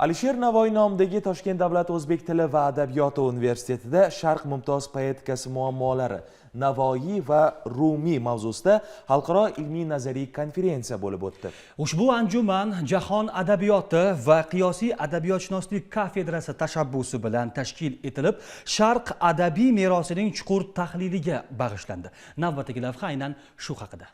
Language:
Uzbek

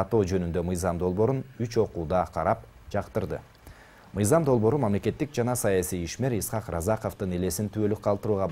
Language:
Kyrgyz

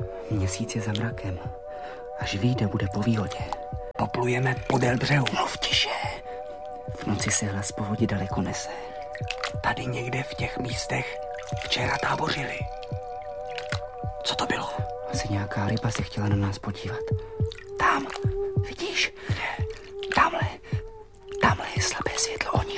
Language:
Czech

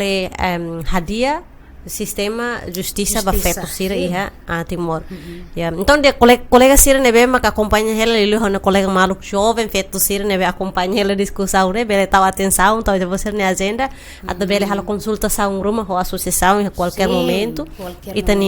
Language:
Tetum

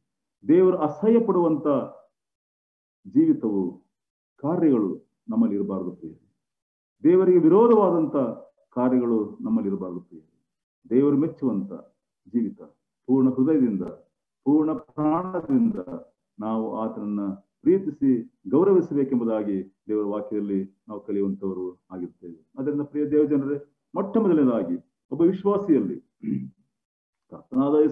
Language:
Kannada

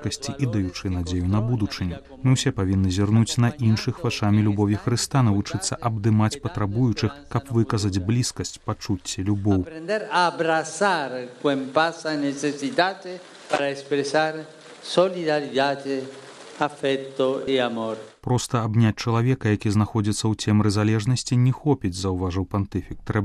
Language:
Belarusian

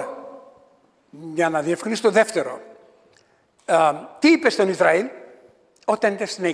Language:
Greek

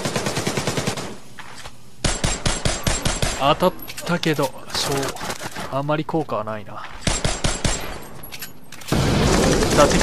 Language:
Japanese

